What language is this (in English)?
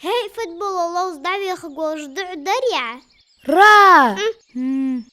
Ingush